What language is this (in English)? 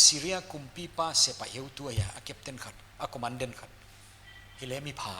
Paite Chin